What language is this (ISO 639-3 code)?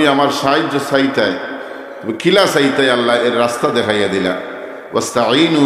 syl